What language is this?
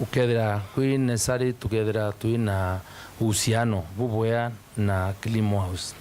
Meru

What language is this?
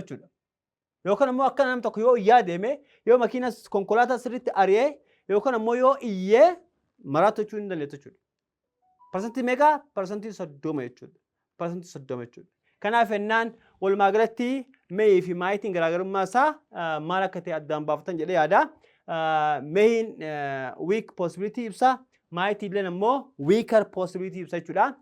Oromo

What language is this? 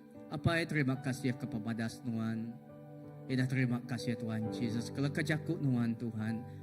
Iban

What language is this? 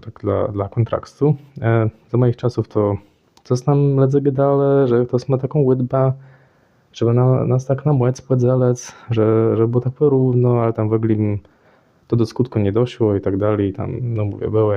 Kashubian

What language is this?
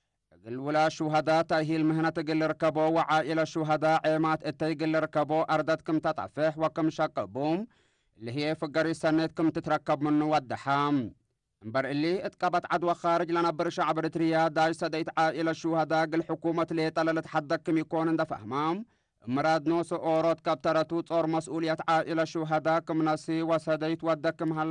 Tigre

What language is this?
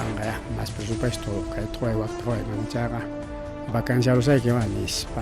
Ayacucho Quechua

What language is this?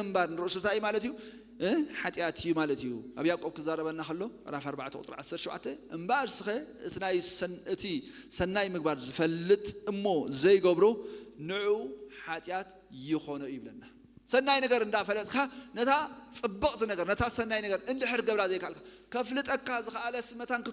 Tigrinya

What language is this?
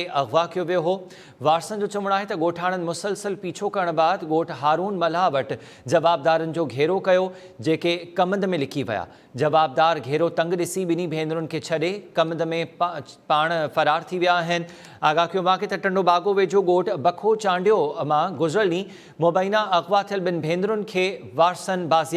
Sindhi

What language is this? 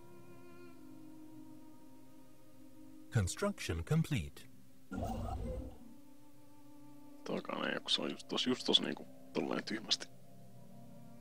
Finnish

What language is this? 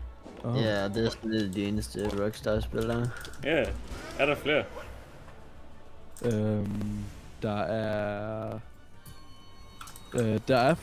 Danish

